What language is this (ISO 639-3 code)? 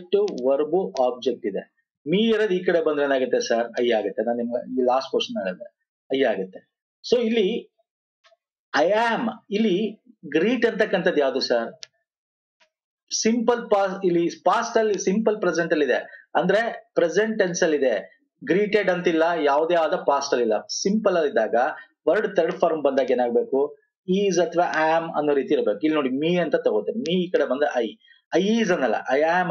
kan